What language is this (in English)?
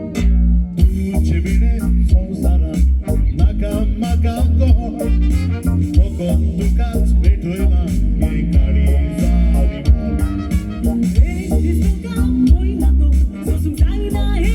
Konkani